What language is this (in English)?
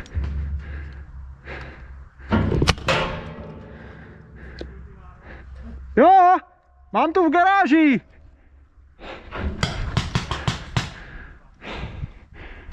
Czech